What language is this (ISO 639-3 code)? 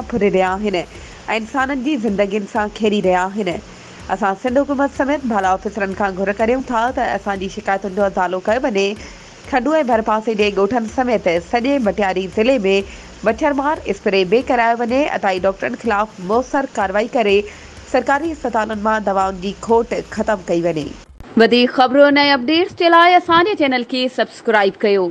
snd